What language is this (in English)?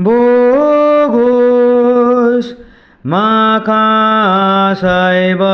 Konkani